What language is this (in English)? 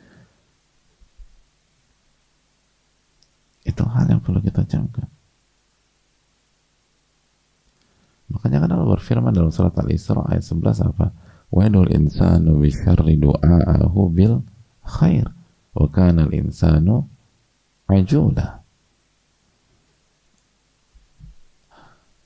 Indonesian